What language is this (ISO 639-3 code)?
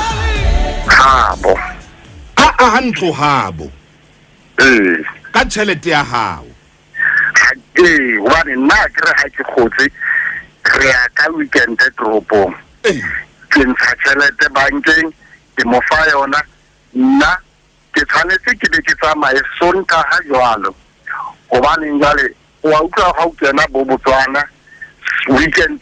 sot